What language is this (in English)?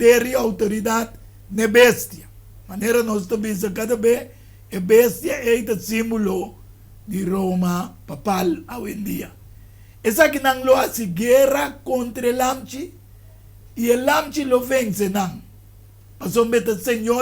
Papiamento